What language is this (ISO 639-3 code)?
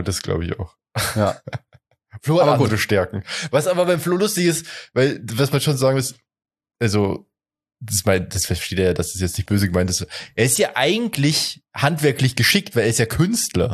deu